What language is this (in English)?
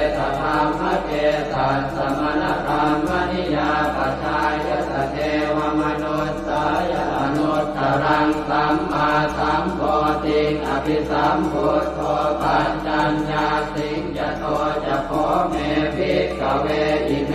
Pali